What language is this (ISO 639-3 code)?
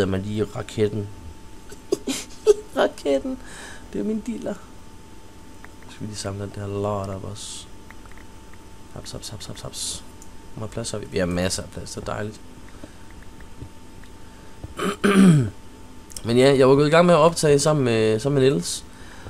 dan